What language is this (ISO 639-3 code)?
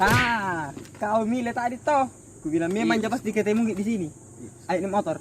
mfp